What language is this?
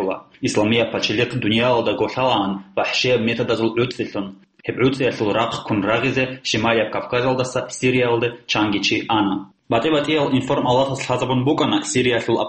Avaric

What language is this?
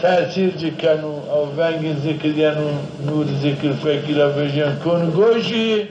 Zaza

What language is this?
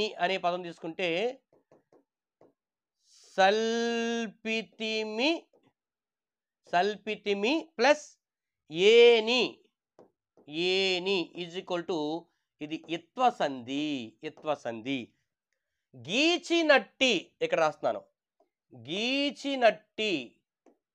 Telugu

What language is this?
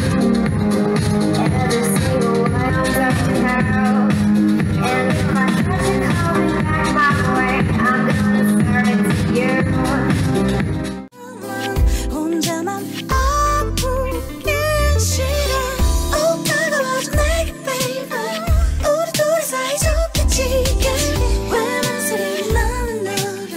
Korean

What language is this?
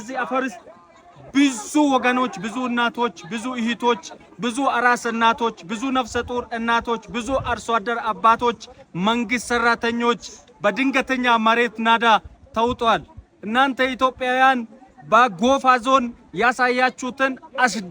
Amharic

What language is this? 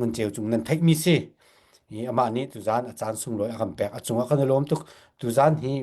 Hakha Chin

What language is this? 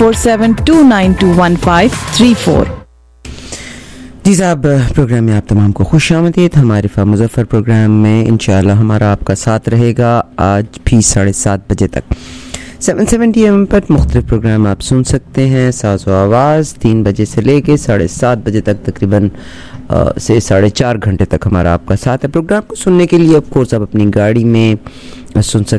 Urdu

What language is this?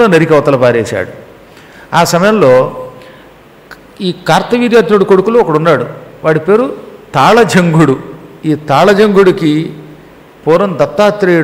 Telugu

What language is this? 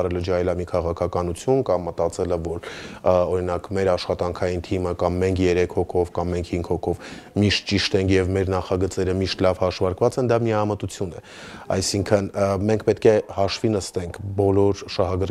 Armenian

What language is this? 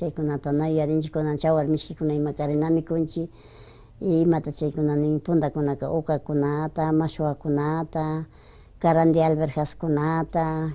Imbabura Highland Quichua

